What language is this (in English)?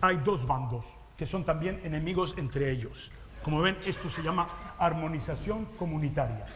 Ladino